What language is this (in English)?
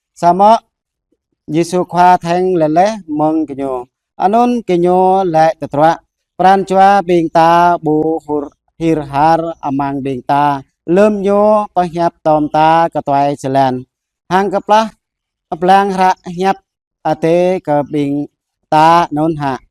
Jarai